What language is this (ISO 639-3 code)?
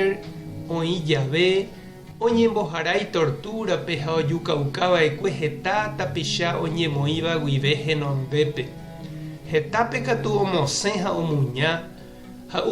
grn